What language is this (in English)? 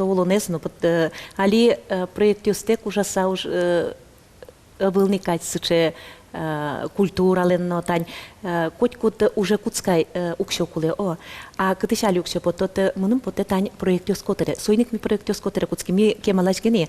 Udmurt